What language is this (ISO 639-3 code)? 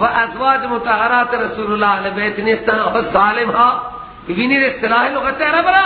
fas